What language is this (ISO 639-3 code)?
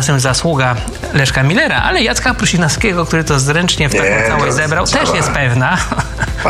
pol